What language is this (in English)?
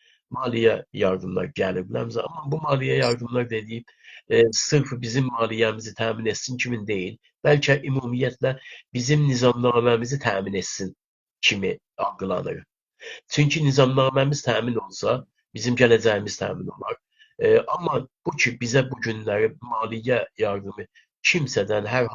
South Azerbaijani